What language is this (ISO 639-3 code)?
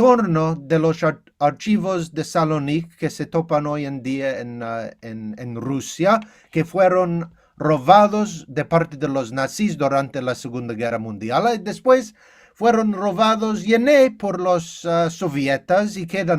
lad